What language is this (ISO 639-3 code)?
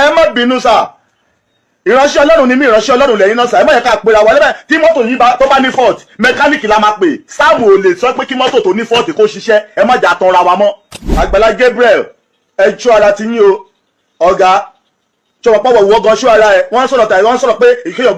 yor